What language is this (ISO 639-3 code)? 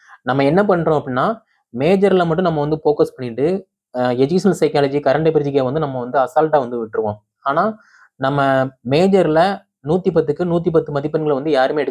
tam